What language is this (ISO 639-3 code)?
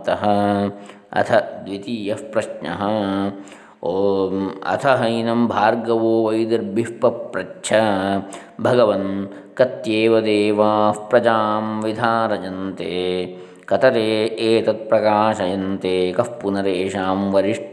san